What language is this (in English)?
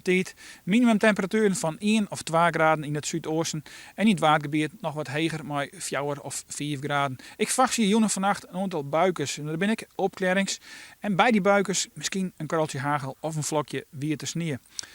Western Frisian